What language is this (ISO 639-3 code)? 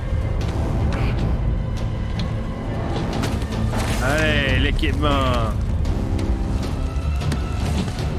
fra